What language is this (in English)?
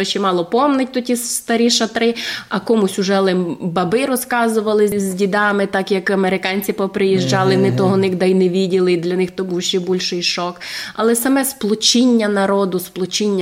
Rusyn